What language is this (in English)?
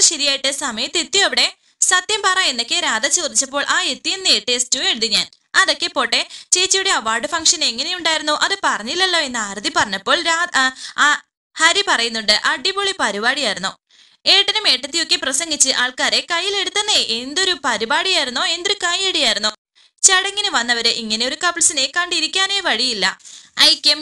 Malayalam